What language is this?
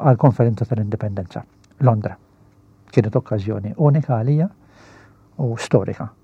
Maltese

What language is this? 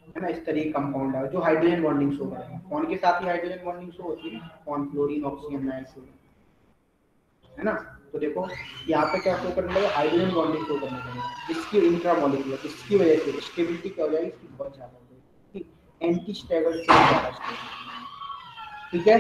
Hindi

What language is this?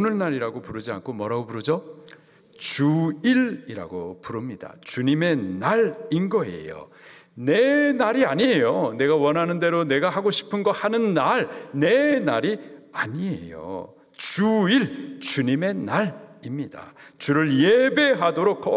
Korean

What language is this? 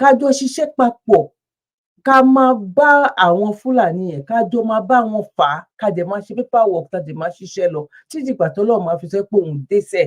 Yoruba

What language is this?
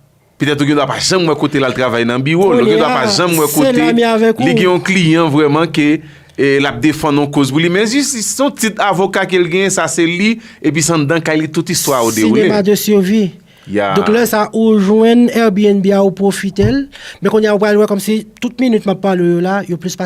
Haitian Creole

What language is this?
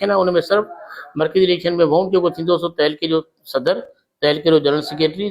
Sindhi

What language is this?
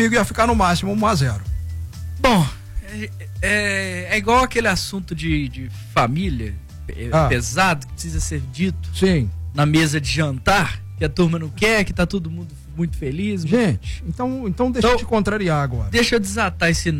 Portuguese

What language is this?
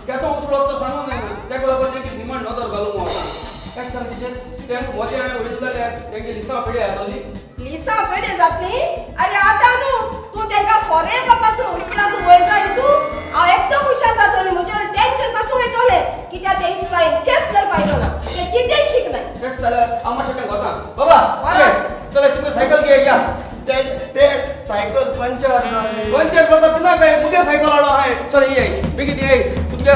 Konkani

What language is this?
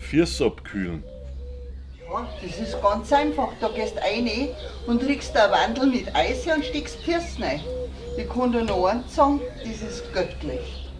Bavarian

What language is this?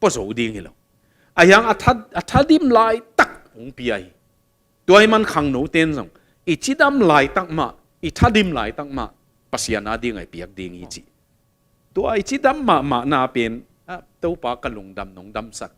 Tedim Chin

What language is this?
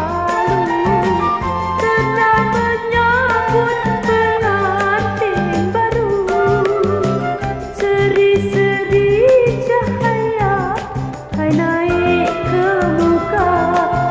Malay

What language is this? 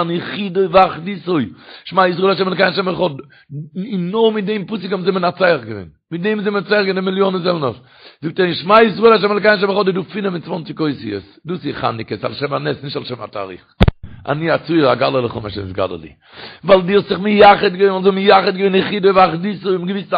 Yiddish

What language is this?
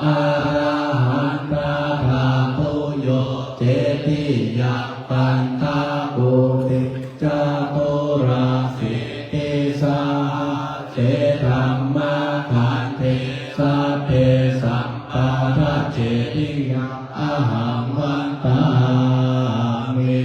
Pali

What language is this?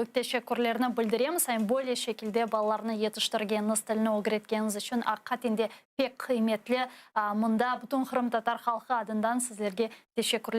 Crimean Tatar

